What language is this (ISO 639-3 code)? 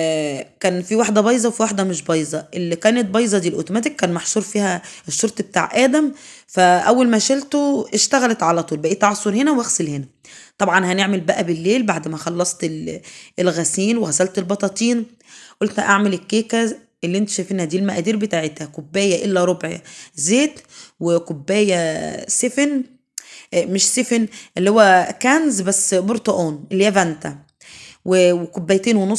arz